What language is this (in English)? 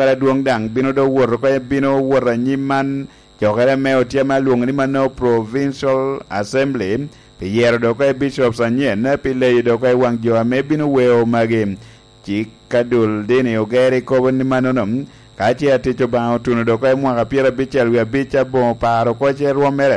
Lango (Uganda)